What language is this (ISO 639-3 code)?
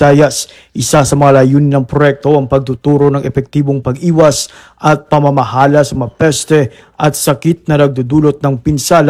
fil